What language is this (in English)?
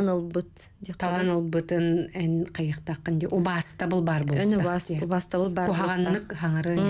Yakut